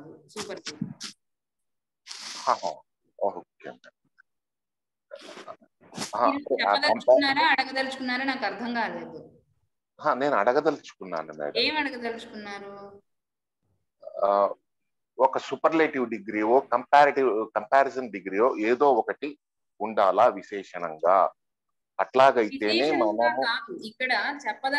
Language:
Telugu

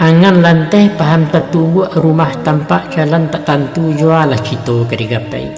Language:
Minangkabau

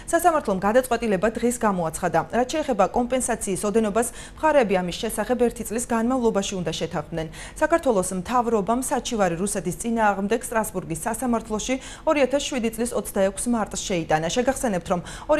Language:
Georgian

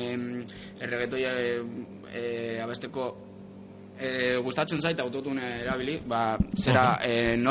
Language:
Basque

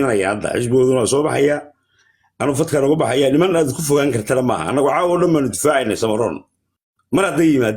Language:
Somali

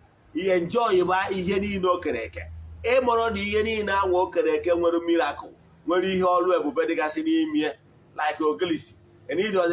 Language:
Igbo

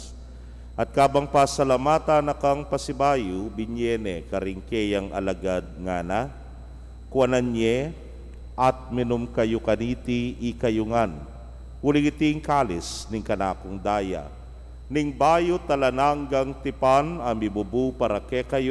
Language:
Pampanga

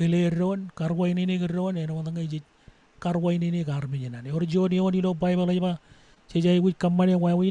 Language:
Marshallese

